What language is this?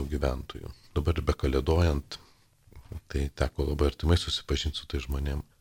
Lithuanian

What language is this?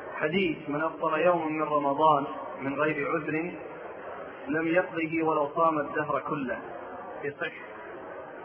Arabic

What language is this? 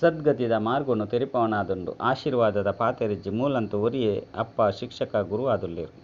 Tulu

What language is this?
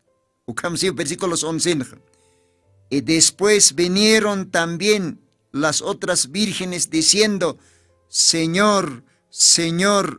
Aymara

